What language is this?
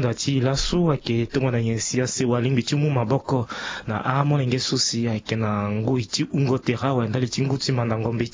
Sango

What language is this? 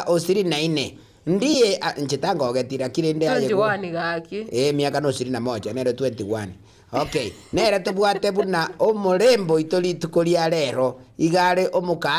Gusii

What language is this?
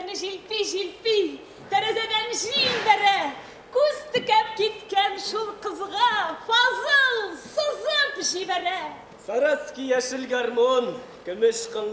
Tatar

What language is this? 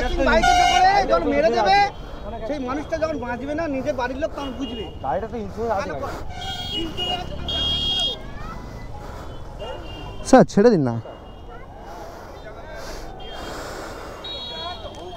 Bangla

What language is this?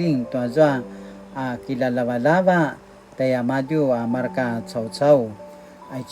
Paiwan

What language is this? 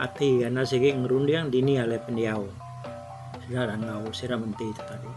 Iban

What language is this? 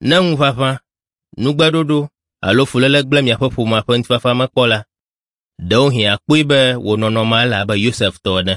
Ewe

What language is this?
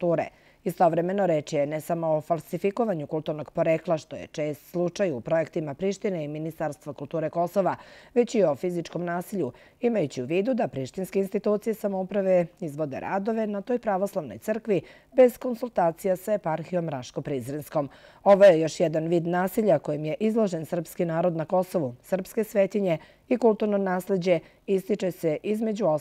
Serbian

